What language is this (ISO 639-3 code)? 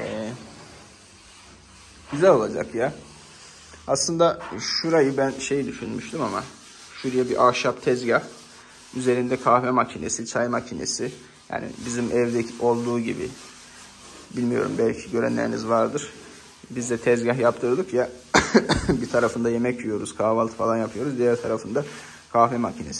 tur